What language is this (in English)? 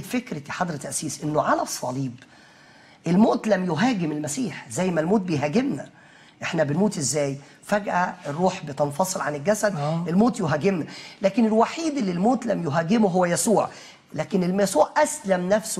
Egyptian Arabic